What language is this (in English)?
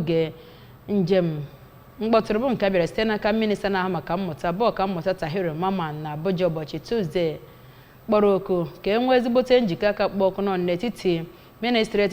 Igbo